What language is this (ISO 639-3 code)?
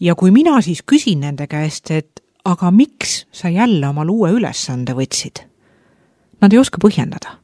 est